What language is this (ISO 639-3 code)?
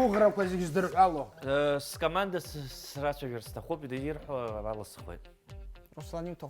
abk